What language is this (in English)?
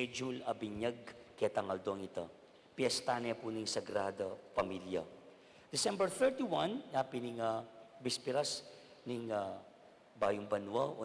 Pampanga